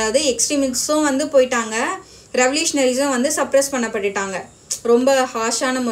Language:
Tamil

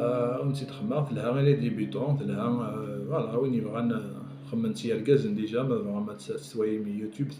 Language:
Kabyle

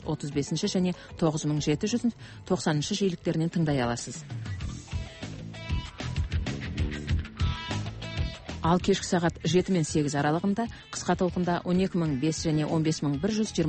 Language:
Kazakh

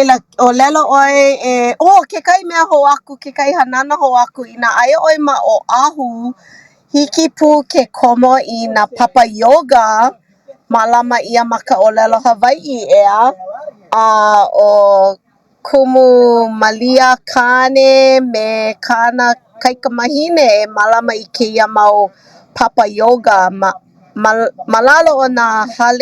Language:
Hawaiian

